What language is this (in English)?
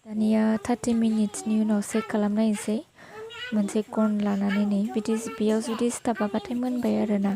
Bodo